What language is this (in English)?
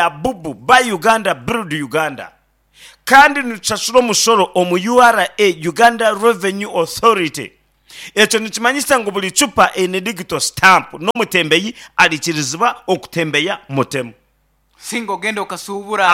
Nyankole